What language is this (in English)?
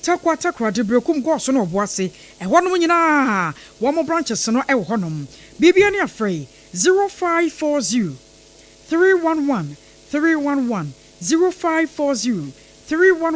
Akan